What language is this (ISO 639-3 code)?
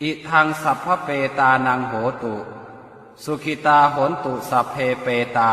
pli